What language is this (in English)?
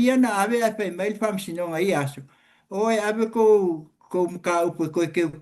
Samoan